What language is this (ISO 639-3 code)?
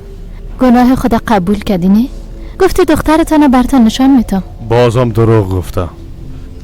fas